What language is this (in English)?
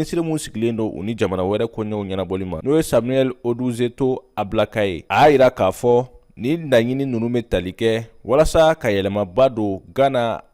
Bambara